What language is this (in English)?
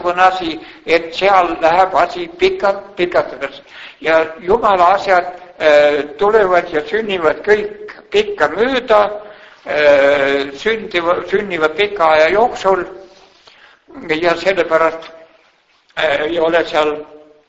Estonian